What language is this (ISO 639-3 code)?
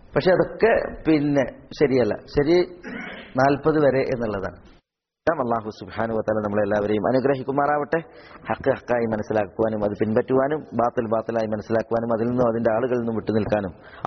mal